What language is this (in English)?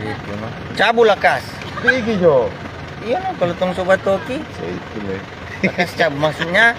Manado Malay